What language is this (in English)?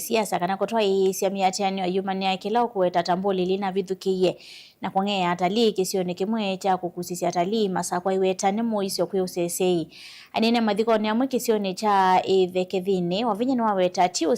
Kamba